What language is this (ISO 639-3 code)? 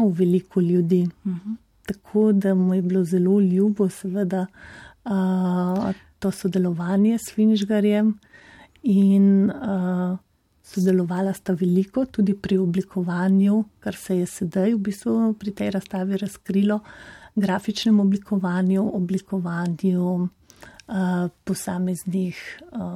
slv